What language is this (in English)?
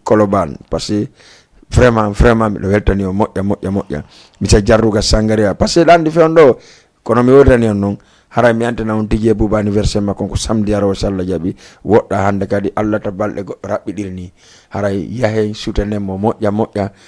Fula